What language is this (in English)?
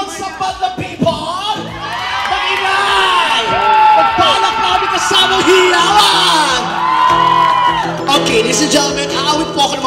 Filipino